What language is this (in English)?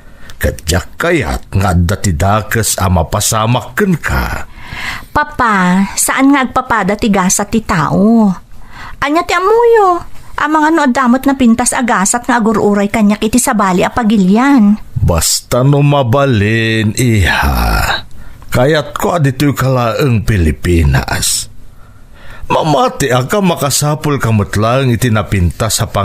Iloko